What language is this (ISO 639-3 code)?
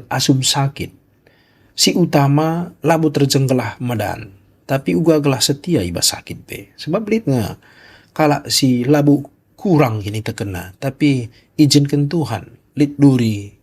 btx